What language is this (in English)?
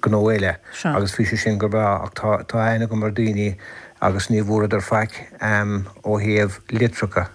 Irish